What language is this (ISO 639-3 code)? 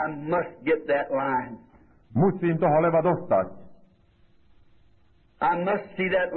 slk